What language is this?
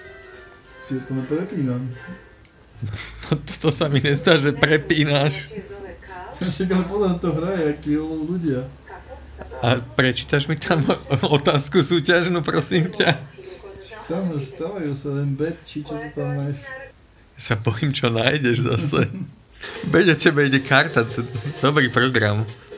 Slovak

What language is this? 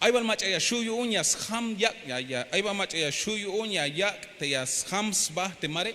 Tzeltal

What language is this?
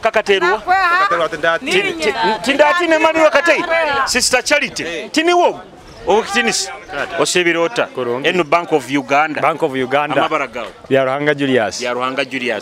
Nyoro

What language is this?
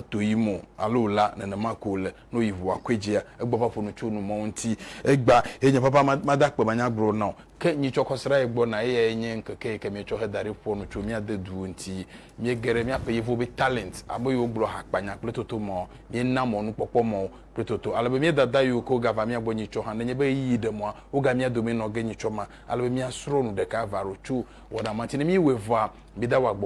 Ewe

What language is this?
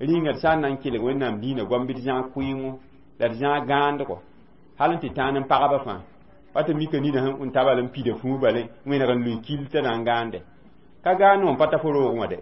Mossi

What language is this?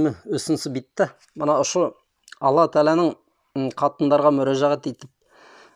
Bashkir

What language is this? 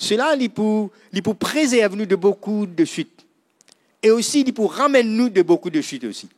Morisyen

